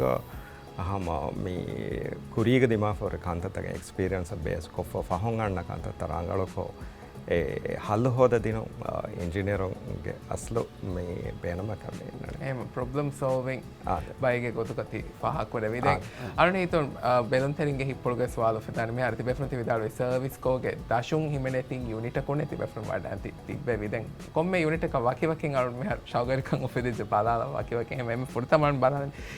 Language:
Divehi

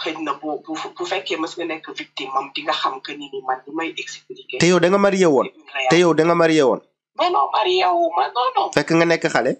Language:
Wolof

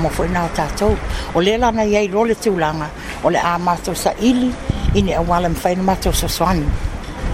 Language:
Samoan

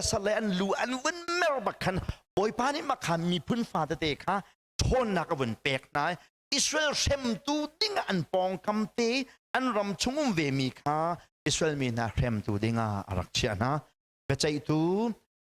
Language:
Hakha Chin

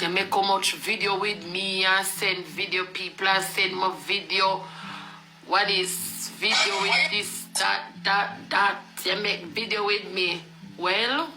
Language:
Jamaican Creole English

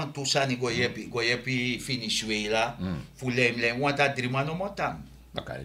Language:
Sranan Tongo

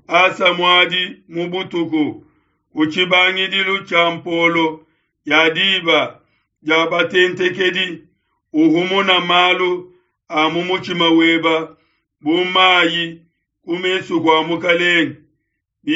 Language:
Luba-Lulua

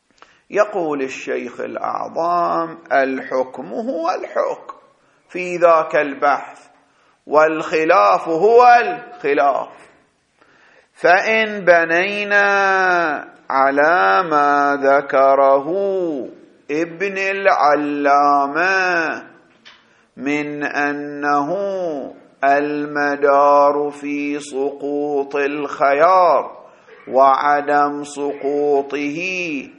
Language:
Arabic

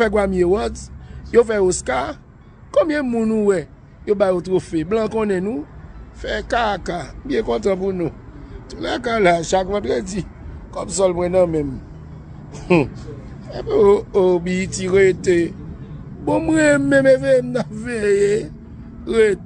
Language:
Haitian Creole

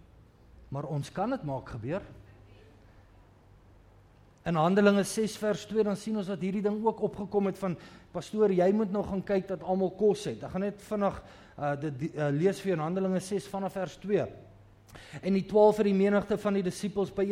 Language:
Afrikaans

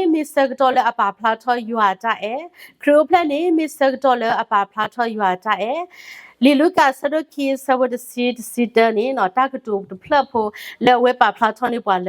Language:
S'gaw Karen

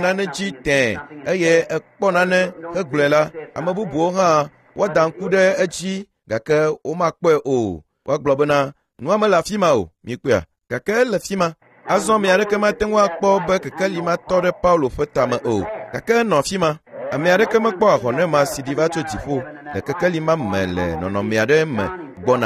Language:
Ewe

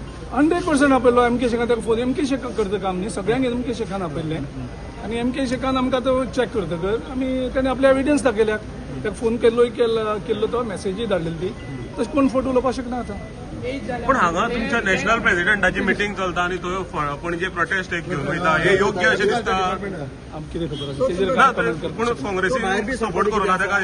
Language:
Konkani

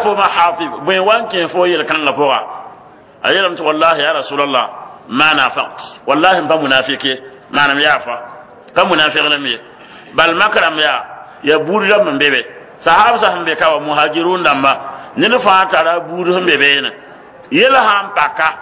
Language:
Mossi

